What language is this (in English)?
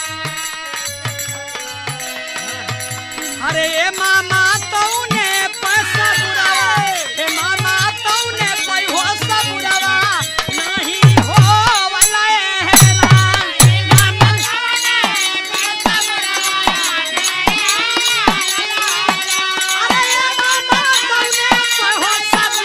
Bhojpuri